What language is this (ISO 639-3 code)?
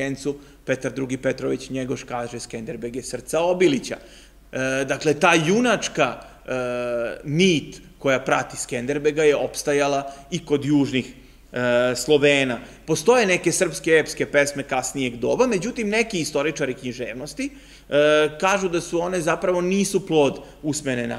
srp